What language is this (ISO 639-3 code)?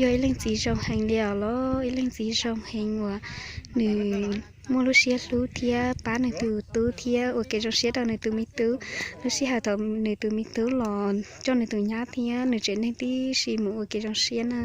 hmn